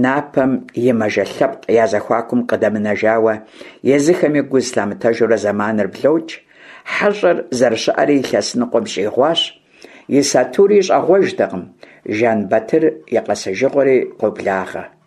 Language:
Kabardian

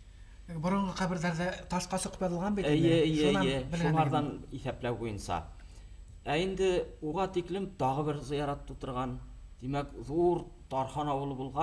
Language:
Bashkir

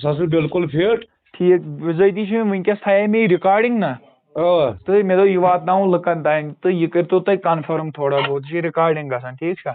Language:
Kashmiri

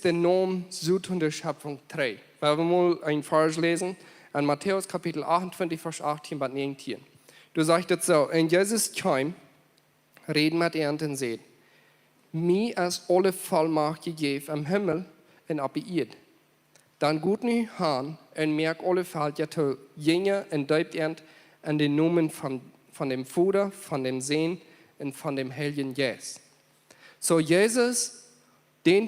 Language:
Plautdietsch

